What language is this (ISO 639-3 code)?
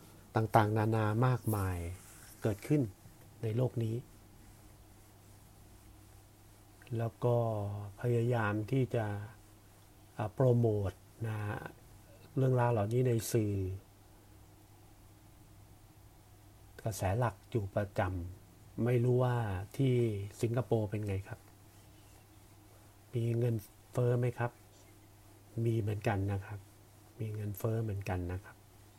tha